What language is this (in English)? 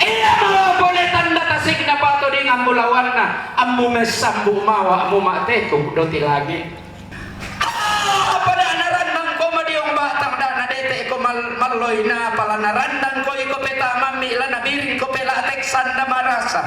Toraja-Sa'dan